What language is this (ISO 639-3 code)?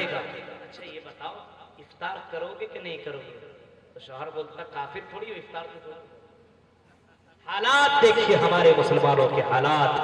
urd